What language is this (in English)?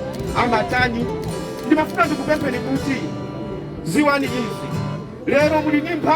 Nyanja